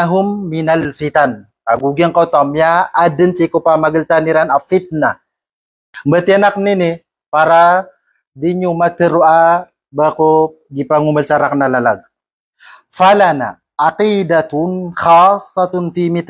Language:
Maranao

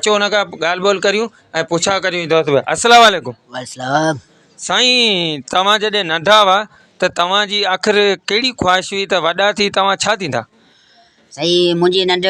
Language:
Sindhi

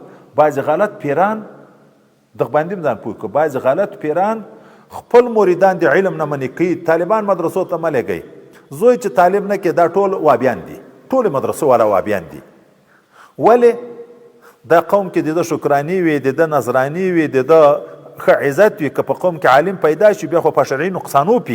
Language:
Pashto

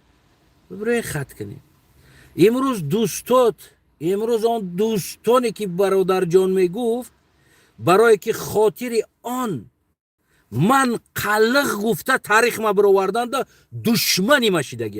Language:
Tajik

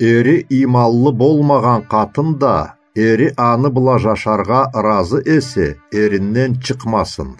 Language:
Karachay-Balkar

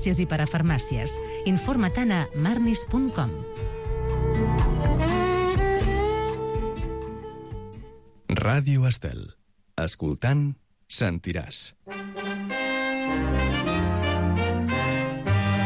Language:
Catalan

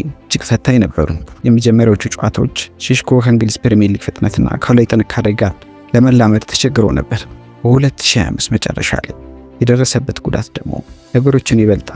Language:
Amharic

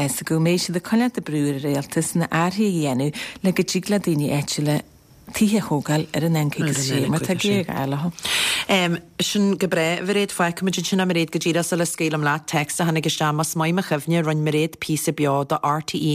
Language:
Irish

